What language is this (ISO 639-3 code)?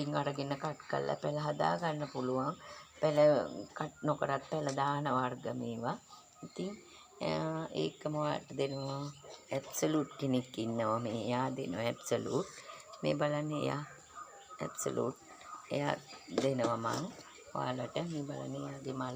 sin